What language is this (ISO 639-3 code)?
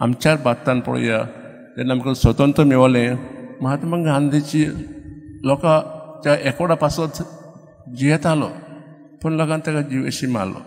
kok